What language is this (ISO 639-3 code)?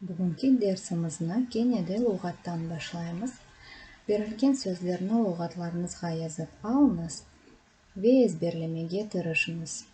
crh